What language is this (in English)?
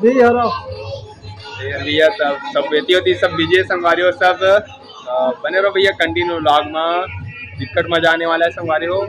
Chhattisgarhi